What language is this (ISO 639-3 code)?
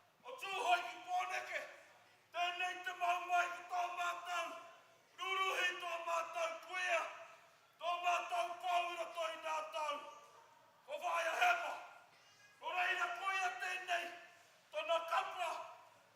mri